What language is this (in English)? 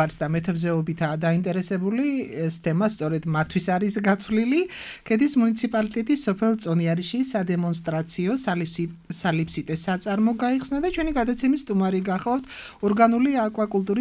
Georgian